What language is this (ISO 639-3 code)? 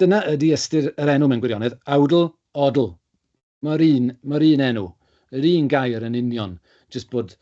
cym